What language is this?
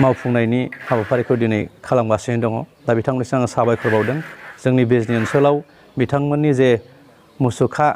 Bodo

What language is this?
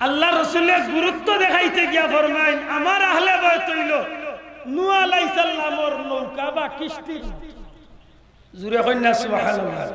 Sylheti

